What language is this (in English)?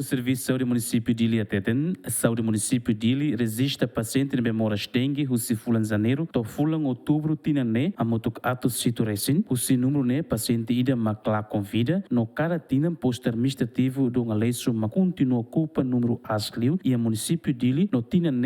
Tetum